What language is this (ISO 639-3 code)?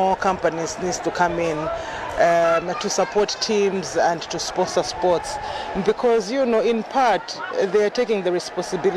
eng